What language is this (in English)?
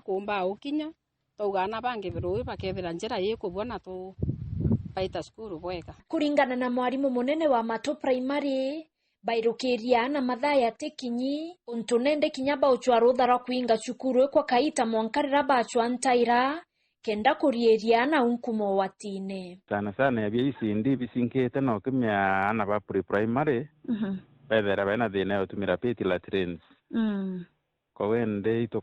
Meru